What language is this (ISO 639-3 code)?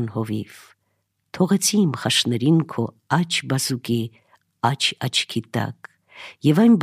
hye